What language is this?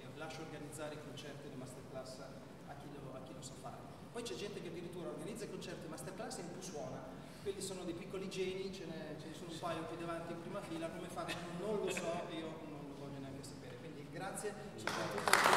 Italian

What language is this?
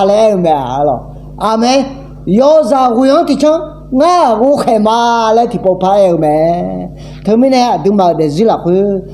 Akha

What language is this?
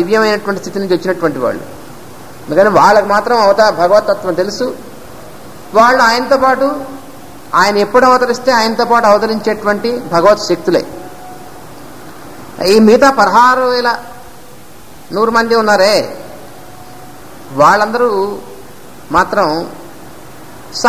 Telugu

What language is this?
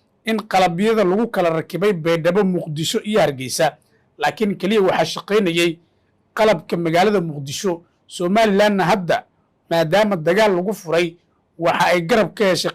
Somali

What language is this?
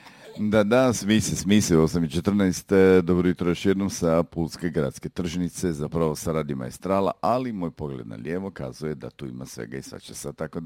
Croatian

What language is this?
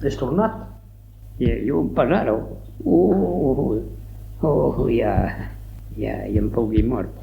Occitan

